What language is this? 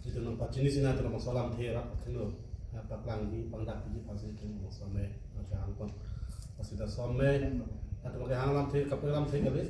Karbi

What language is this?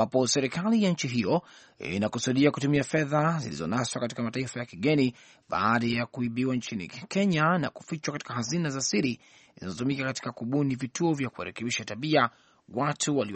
Swahili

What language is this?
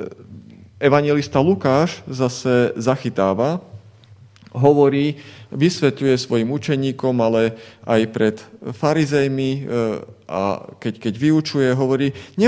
Slovak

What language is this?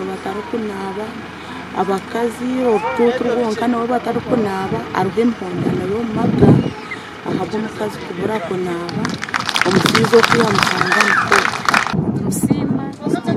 Nyankole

